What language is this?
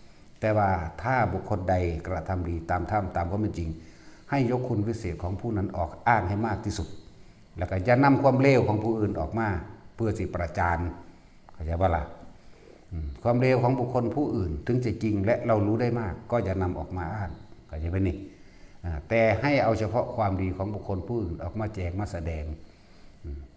Northeastern Thai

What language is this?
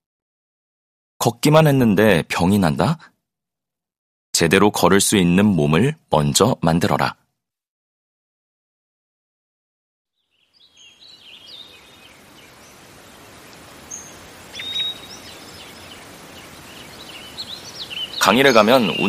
Korean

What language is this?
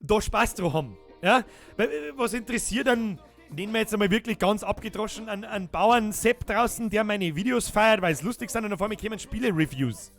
Bavarian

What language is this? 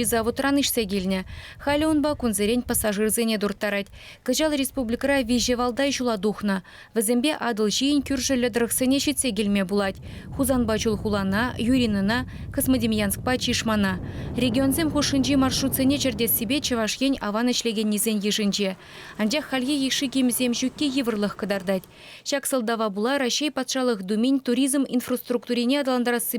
Chuvash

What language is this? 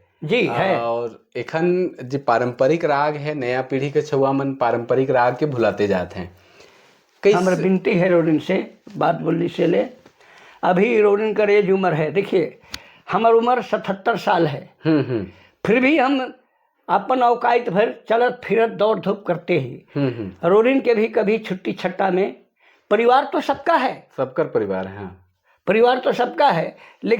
Sadri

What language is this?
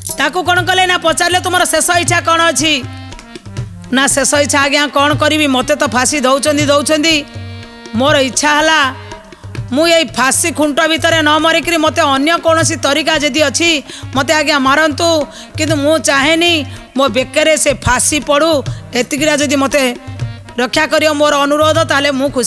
Odia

